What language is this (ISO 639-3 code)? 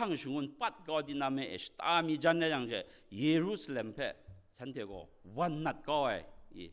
kac